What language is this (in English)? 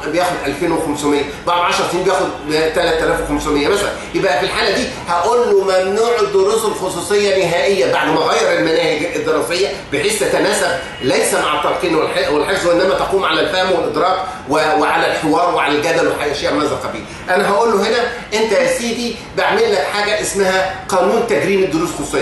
Egyptian Arabic